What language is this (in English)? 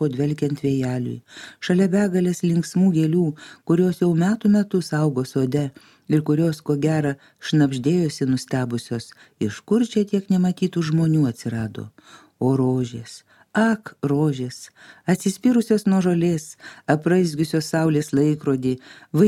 Lithuanian